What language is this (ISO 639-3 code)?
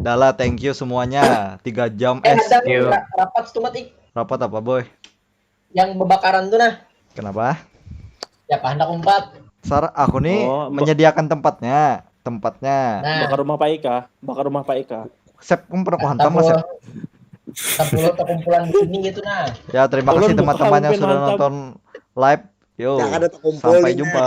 bjn